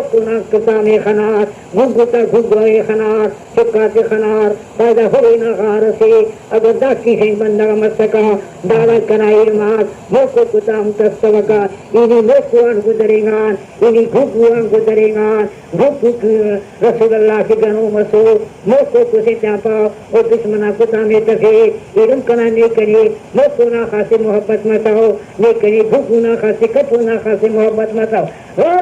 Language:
Brahui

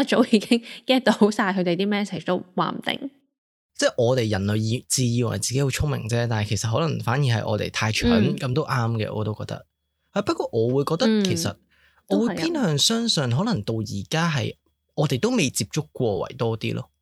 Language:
Cantonese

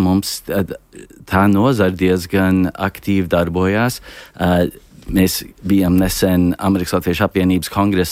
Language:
Latvian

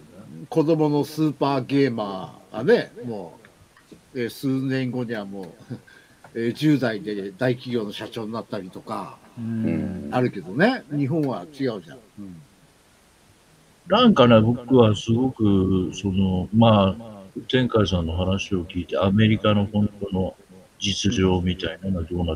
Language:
Japanese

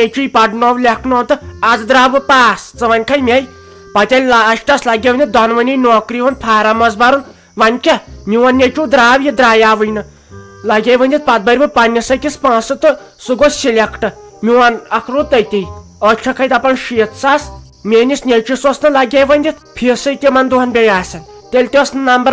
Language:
Kashmiri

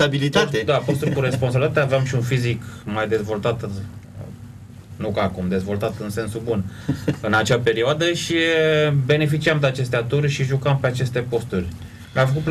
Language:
Romanian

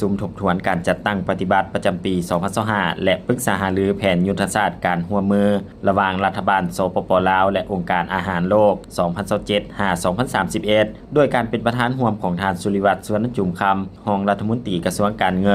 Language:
Lao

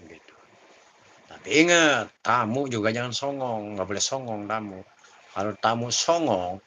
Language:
Betawi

